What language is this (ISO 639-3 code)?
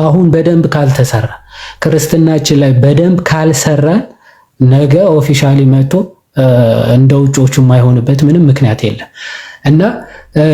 amh